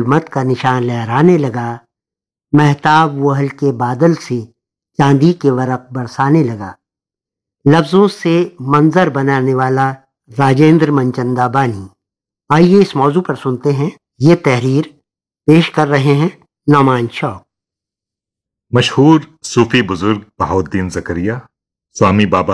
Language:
Urdu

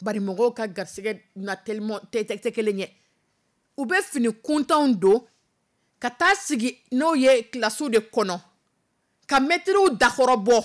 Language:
Dyula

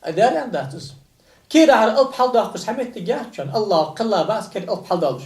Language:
Ingush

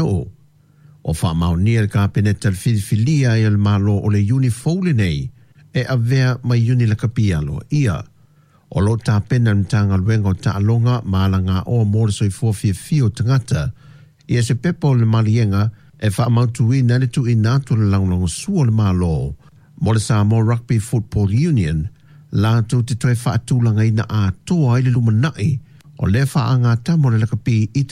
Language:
Samoan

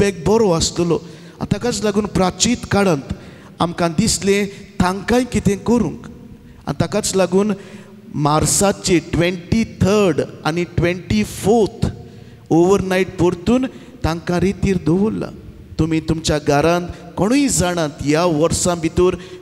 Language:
Konkani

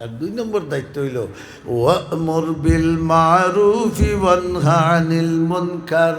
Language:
Sylheti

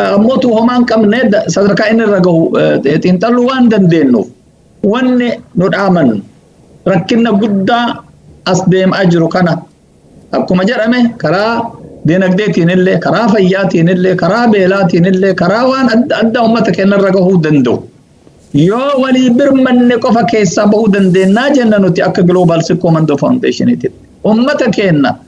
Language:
Oromo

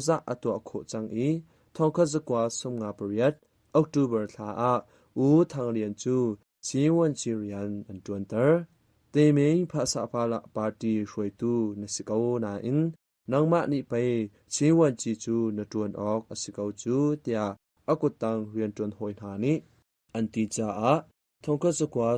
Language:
Hakha Chin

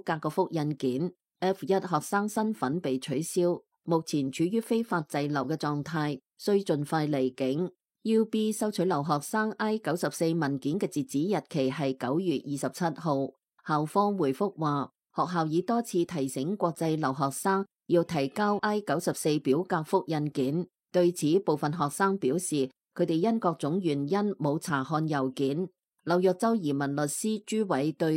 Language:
Cantonese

